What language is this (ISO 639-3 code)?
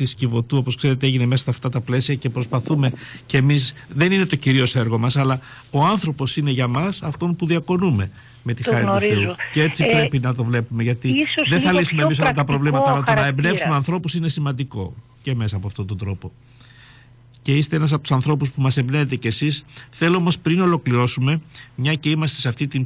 ell